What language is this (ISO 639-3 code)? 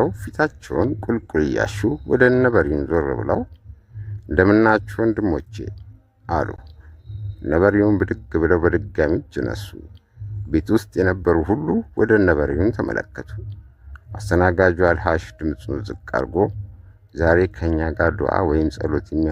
amh